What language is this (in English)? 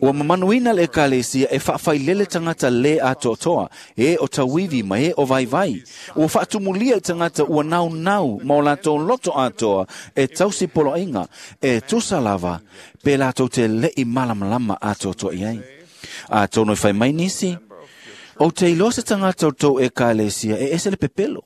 Samoan